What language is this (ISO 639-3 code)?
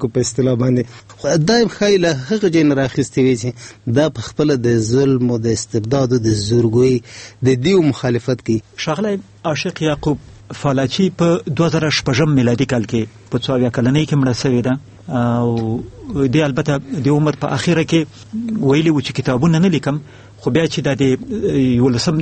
pus